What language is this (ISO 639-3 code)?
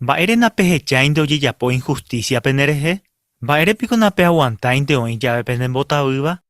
grn